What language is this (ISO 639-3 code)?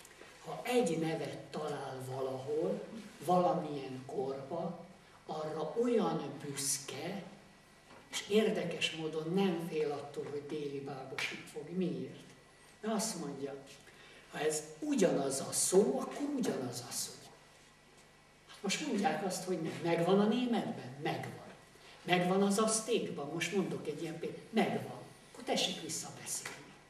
hun